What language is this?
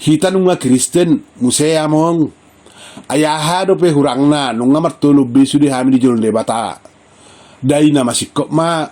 Batak Toba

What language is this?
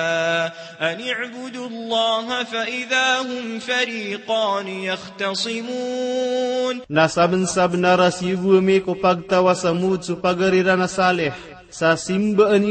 Maranao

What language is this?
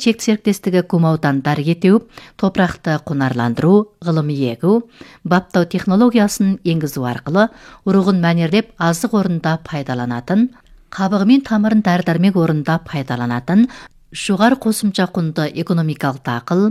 Kazakh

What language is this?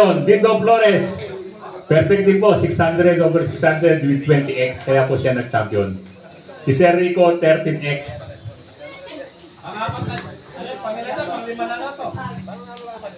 Filipino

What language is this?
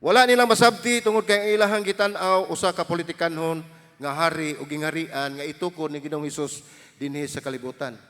Cebuano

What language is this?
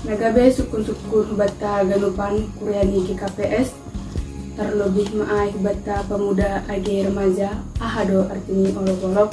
Batak Simalungun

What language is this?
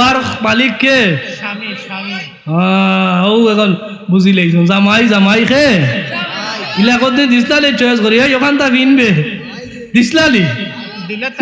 Sylheti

